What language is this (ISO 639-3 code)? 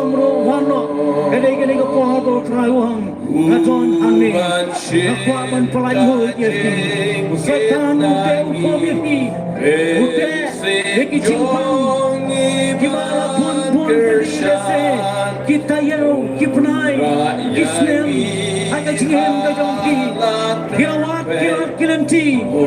kha